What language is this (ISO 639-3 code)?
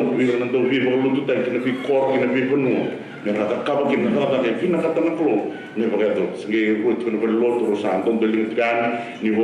fij